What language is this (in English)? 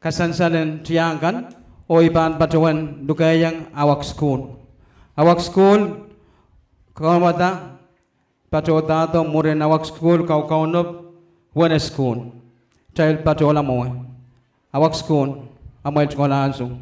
Pohnpeian